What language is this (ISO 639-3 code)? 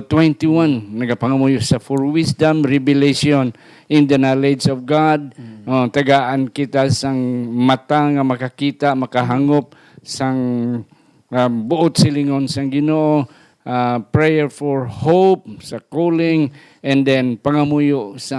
hil